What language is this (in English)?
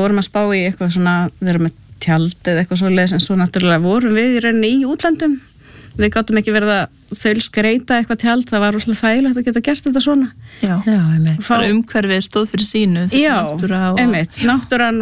Icelandic